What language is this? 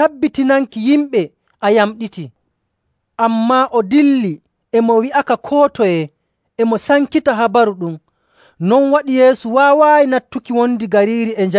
Nigerian Fulfulde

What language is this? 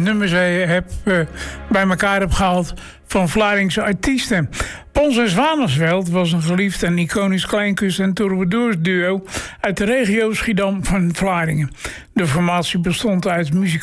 Dutch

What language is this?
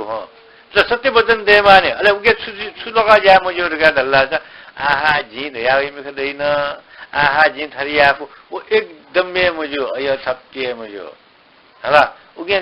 Newari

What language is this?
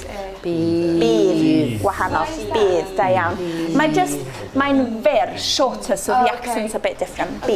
Welsh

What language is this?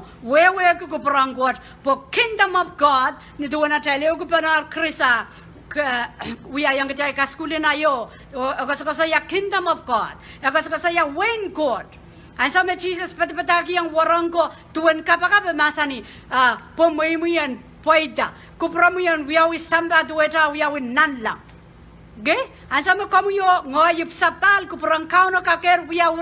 Pohnpeian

